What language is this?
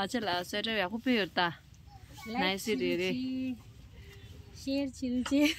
Tibetan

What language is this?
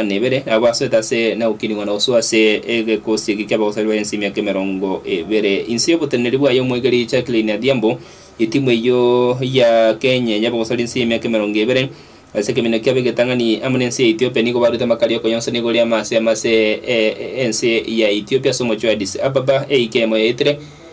Gusii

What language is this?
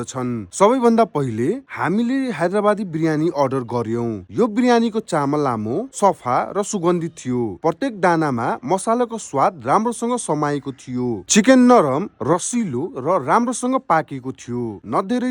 Nepali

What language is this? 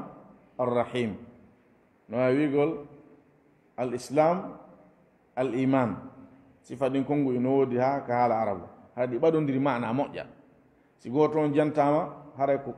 Fula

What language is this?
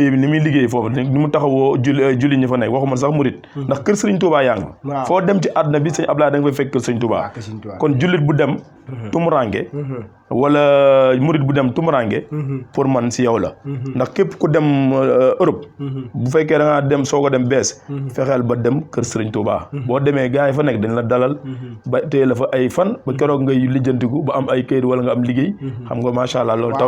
Wolof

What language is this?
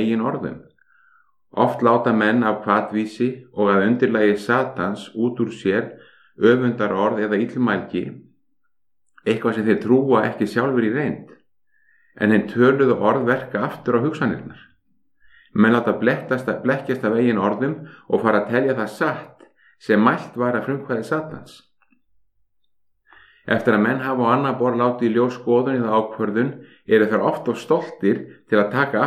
Icelandic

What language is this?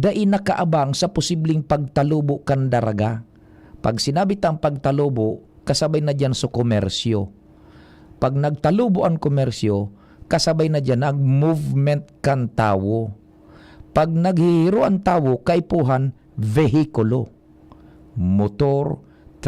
Bikol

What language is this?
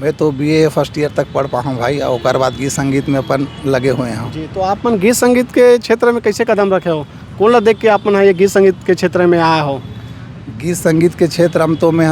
Chhattisgarhi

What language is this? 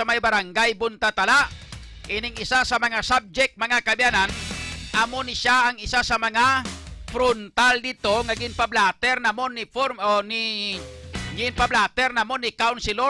Hiligaynon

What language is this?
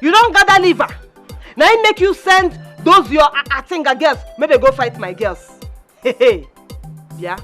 Nigerian Pidgin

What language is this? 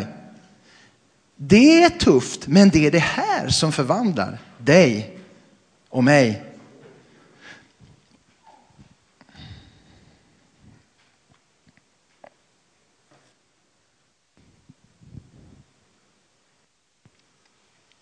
Swedish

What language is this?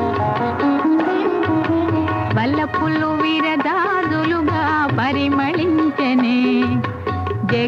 Telugu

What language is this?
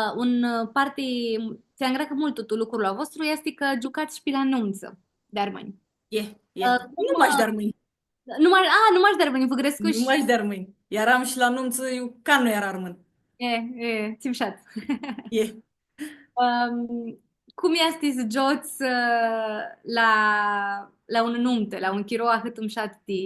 Aromanian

